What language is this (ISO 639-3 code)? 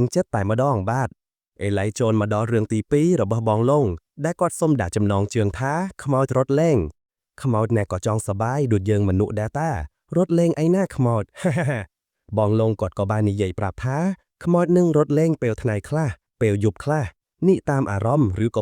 khm